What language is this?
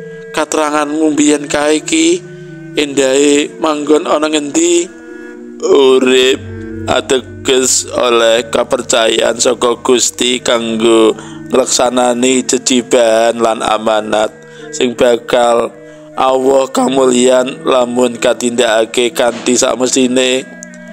Javanese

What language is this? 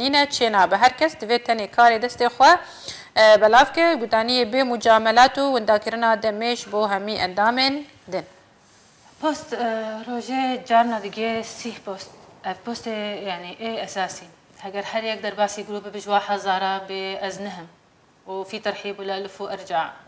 Kurdish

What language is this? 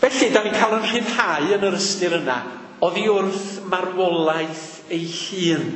Welsh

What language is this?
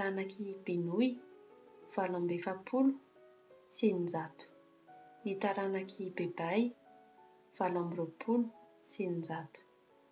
Malagasy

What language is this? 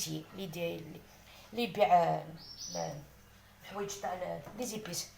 Kabyle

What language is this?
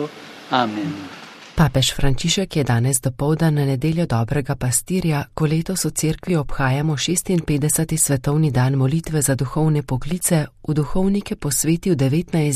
Slovenian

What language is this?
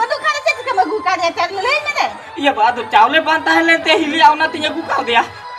Santali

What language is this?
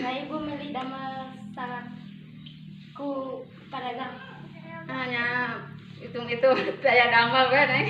Sundanese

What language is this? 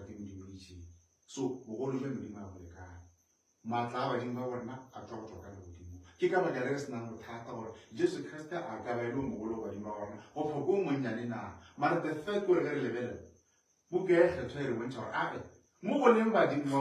Northern Sotho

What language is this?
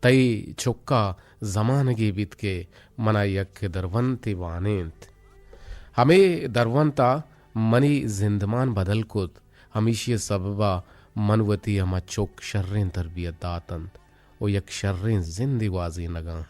Eastern Balochi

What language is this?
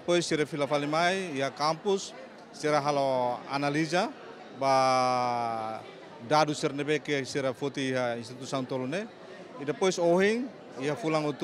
Tetum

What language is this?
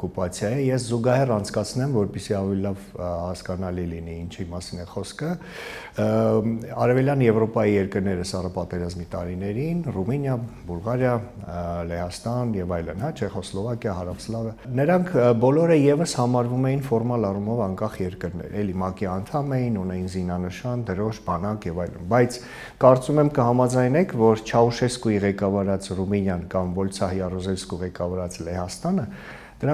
Armenian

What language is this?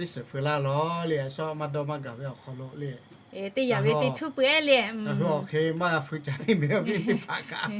Lahu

